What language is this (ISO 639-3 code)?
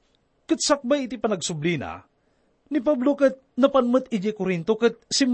ilo